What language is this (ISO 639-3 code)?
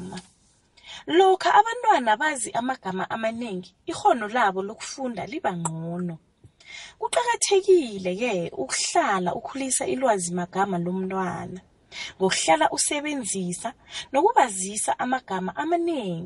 nbl